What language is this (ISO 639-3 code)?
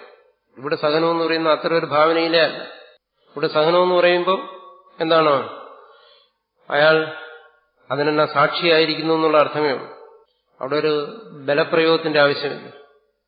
mal